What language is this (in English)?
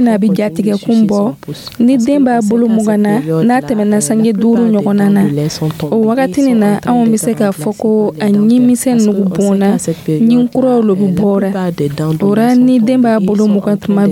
Dyula